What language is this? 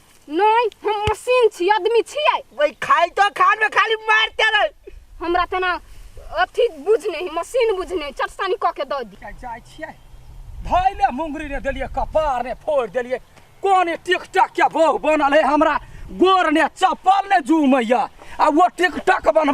Maithili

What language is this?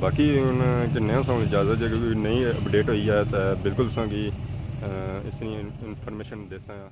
Pahari-Potwari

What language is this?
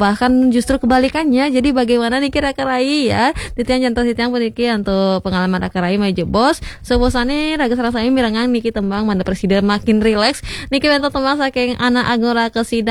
Balinese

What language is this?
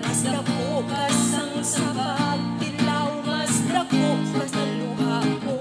Hiligaynon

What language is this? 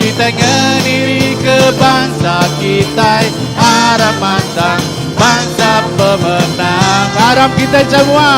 Iban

